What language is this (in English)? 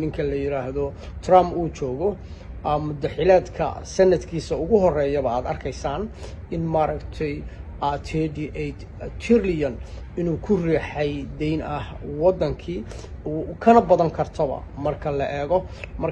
Somali